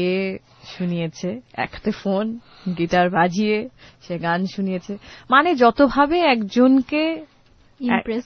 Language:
Bangla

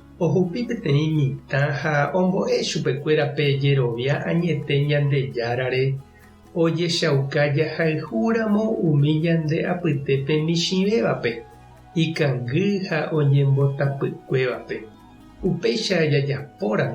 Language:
Guarani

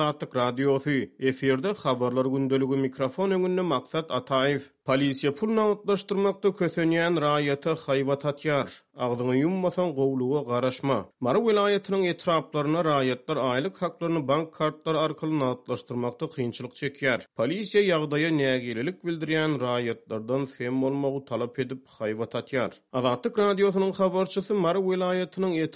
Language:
Turkmen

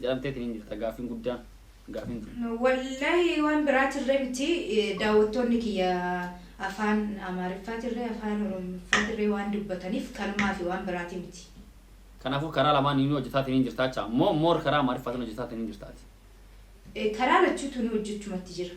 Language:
Oromo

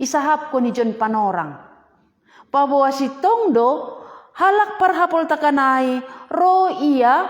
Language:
Batak Simalungun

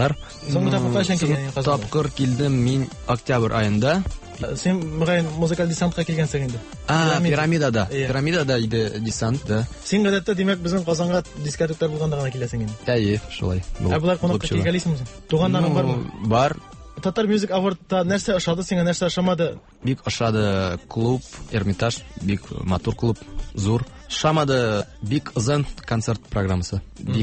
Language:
Tatar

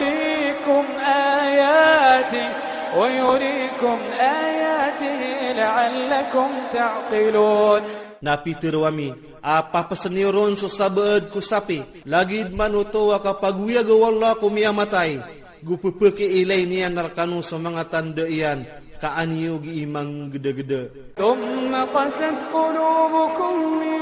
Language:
Iranun (Philippines)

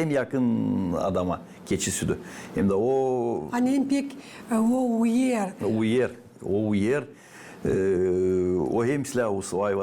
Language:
Gagauz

